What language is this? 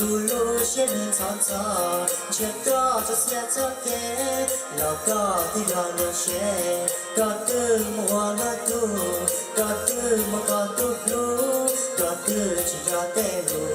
Hmong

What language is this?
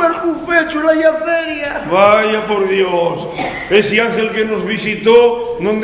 Asturian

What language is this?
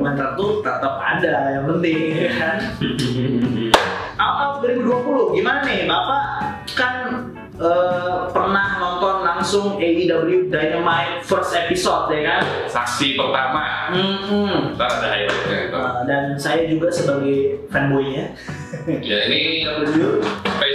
Indonesian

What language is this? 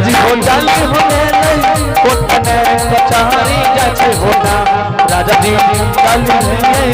Angika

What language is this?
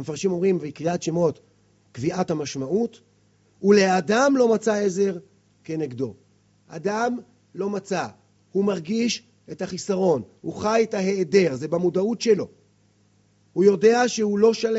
Hebrew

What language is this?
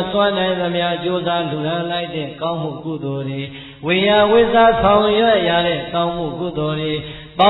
Burmese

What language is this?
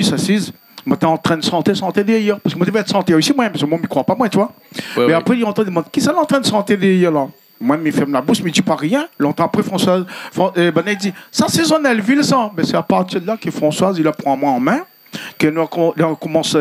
Réunion Creole French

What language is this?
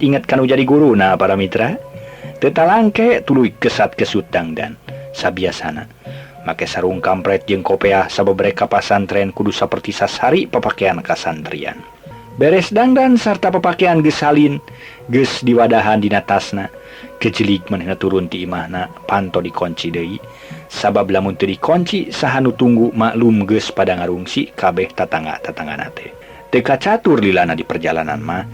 Sundanese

